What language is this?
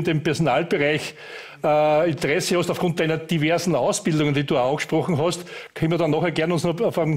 German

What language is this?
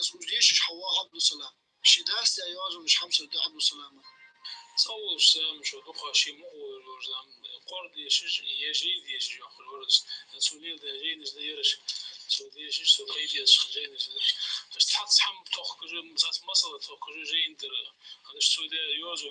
Ingush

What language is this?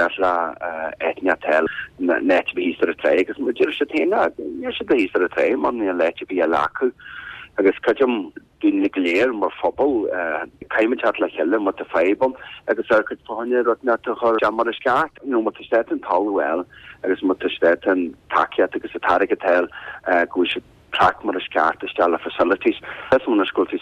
Irish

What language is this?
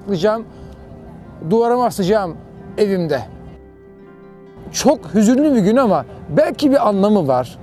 Turkish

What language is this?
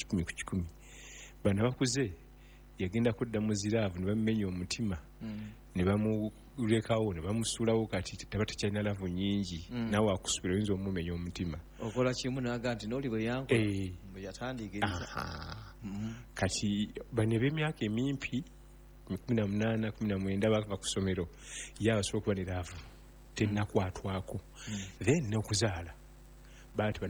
Ganda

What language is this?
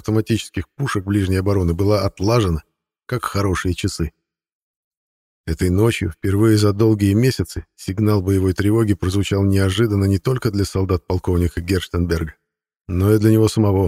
Russian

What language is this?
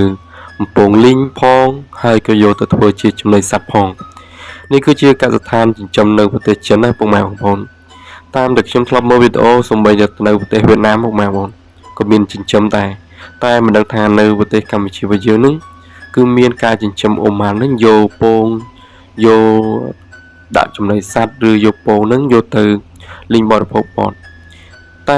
Khmer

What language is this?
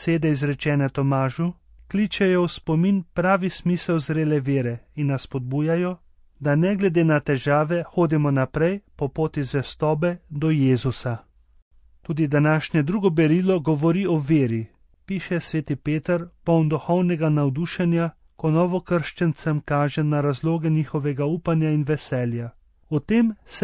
Slovenian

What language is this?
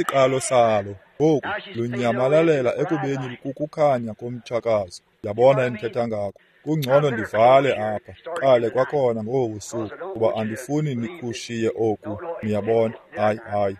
Xhosa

